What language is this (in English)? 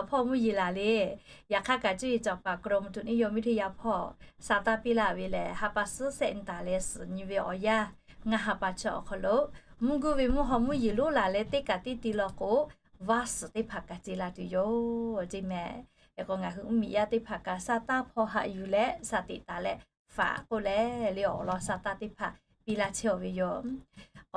Lahu